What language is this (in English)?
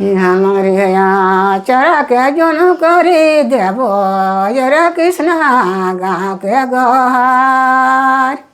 Sadri